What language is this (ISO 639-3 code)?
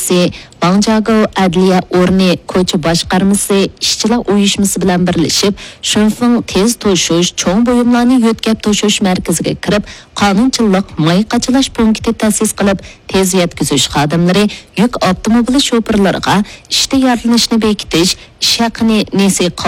uig